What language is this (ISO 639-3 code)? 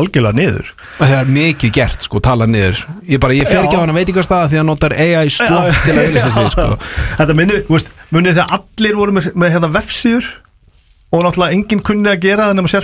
isl